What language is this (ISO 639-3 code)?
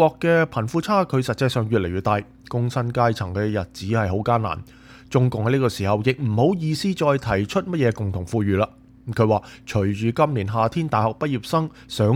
yue